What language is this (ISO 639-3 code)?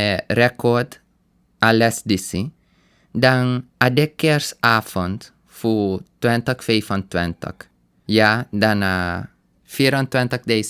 srn